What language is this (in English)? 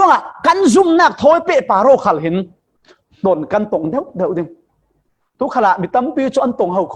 Falam Chin